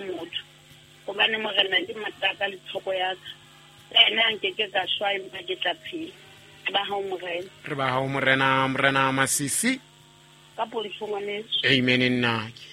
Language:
Southern Sotho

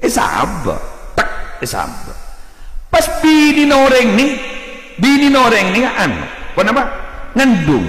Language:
Madurese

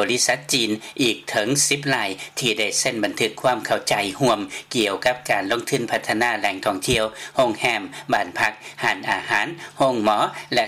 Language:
Lao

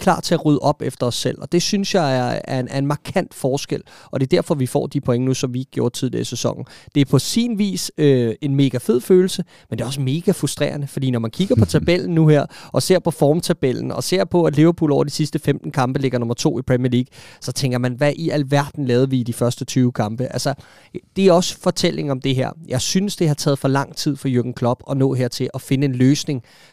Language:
Danish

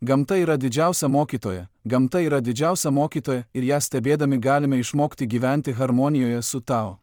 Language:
Lithuanian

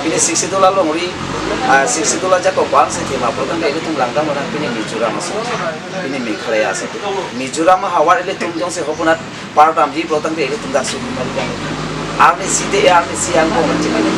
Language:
Karbi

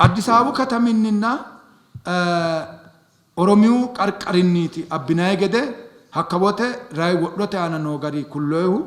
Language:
Sidamo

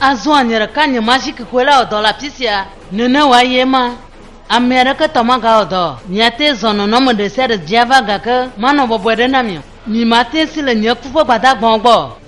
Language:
Ewe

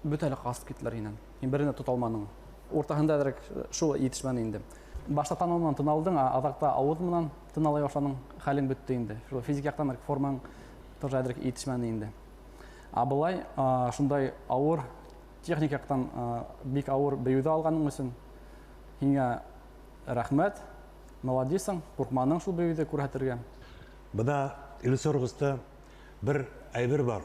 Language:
Bashkir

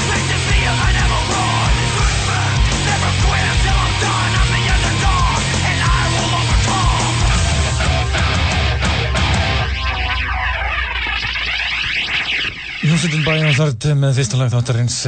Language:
Icelandic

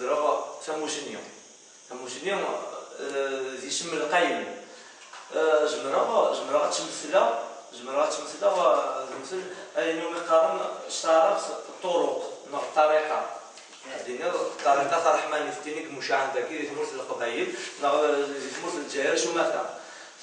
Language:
Kabyle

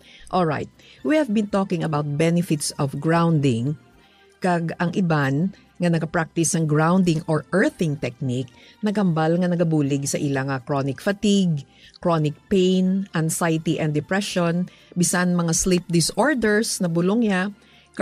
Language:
Hiligaynon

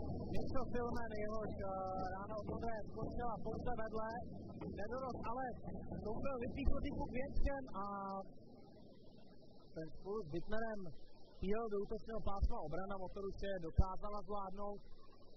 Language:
Czech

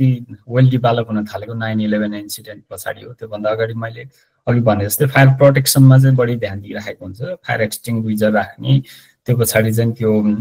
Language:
Nepali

